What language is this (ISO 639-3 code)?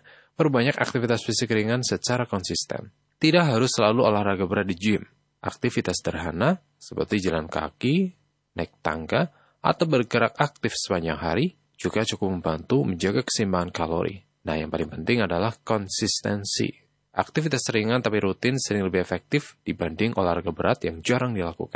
ind